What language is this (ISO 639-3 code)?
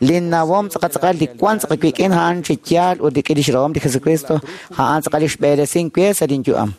kek